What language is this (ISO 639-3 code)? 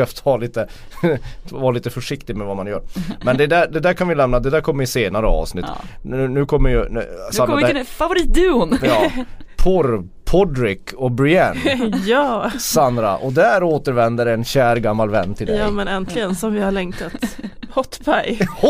swe